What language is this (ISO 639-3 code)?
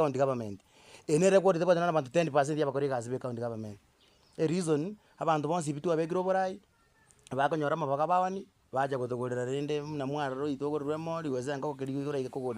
guz